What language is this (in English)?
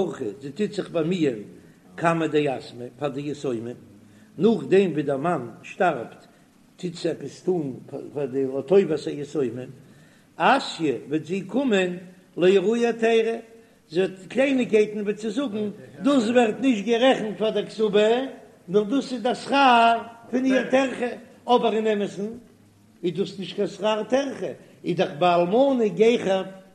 Yiddish